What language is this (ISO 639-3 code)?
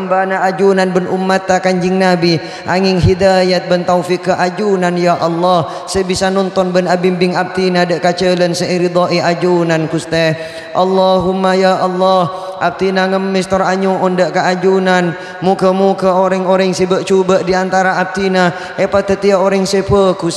mad